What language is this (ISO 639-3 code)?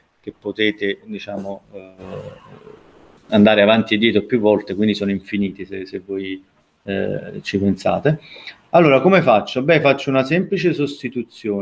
ita